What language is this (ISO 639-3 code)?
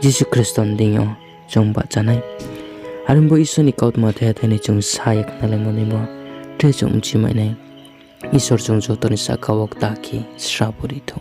ria